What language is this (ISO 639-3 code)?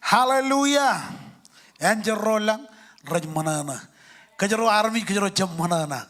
mah